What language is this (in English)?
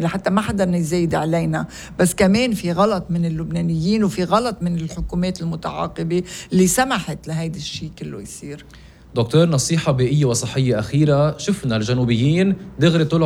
North Levantine Arabic